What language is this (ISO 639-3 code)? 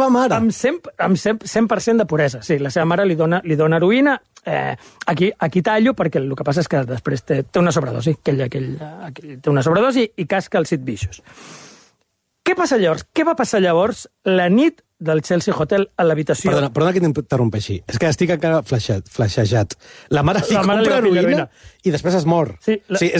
cat